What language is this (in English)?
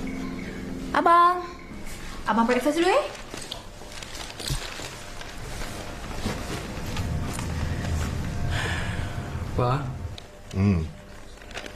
Malay